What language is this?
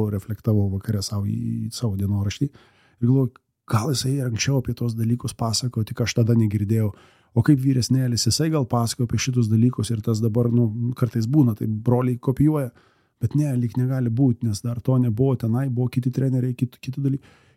Lithuanian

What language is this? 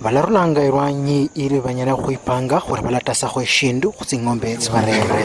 Luyia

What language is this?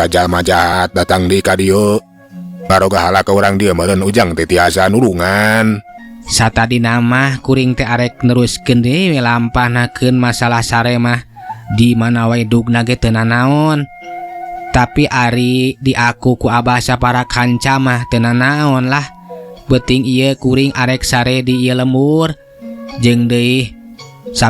Sundanese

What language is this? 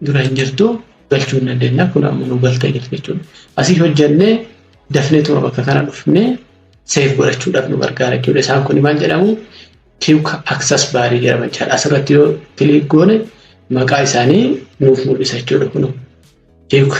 Oromo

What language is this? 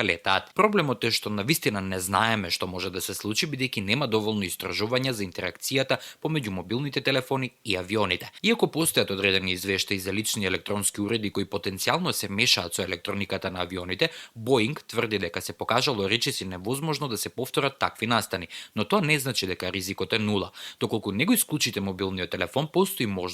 Macedonian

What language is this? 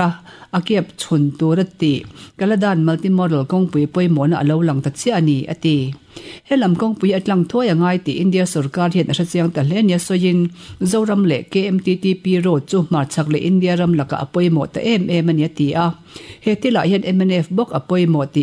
Mizo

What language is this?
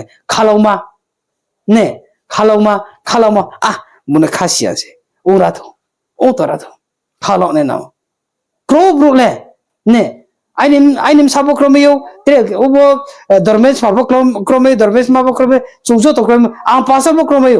Riang (India)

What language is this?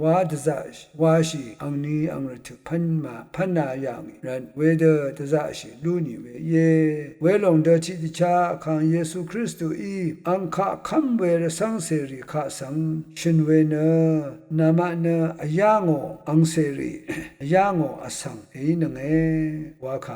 Rawang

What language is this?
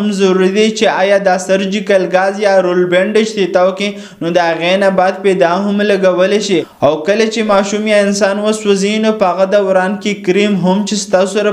Pashto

